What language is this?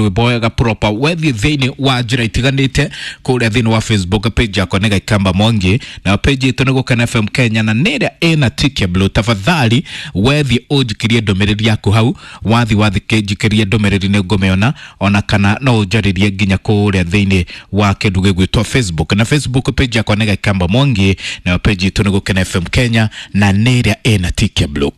Kikuyu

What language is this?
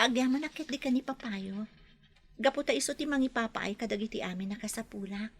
Iloko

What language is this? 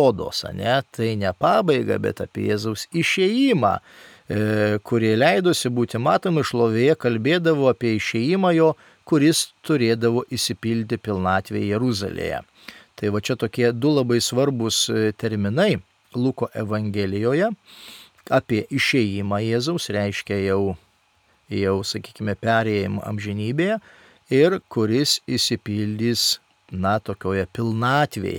Lithuanian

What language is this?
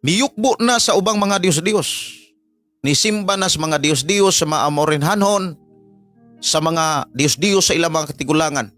Cebuano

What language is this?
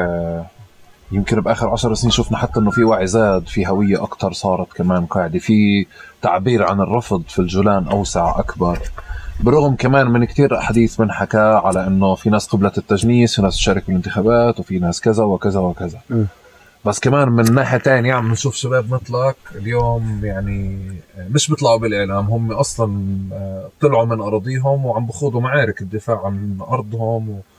North Levantine Arabic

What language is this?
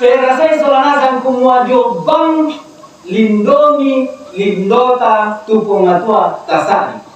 Toraja-Sa'dan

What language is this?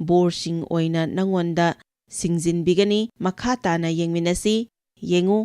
Manipuri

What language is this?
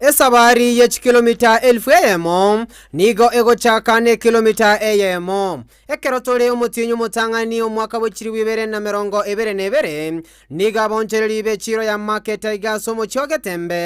Gusii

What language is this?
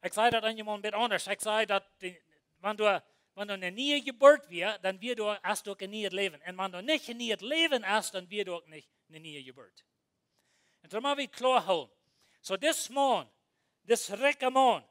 Plautdietsch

